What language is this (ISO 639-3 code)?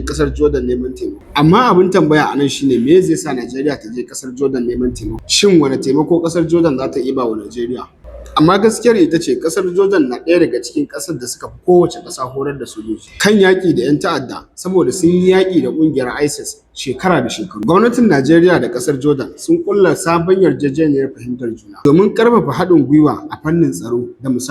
hau